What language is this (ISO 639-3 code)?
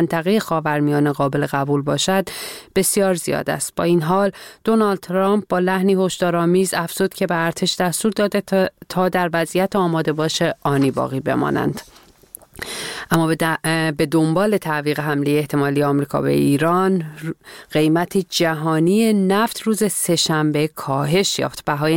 fas